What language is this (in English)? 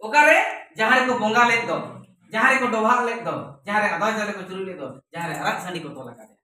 Santali